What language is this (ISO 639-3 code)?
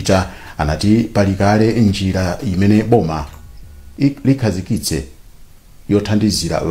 nya